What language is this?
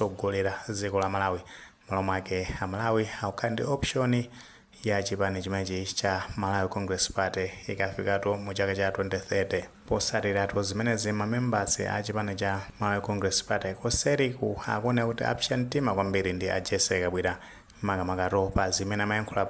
Nyanja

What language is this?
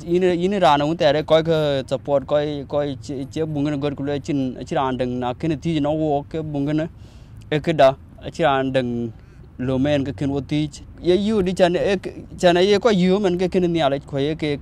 Dinka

